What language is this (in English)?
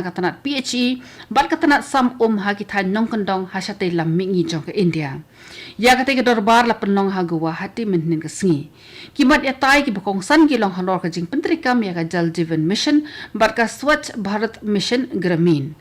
Khasi